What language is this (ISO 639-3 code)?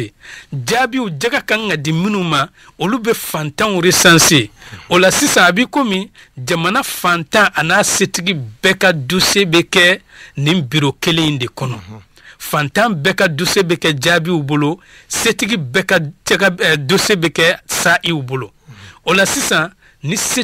bam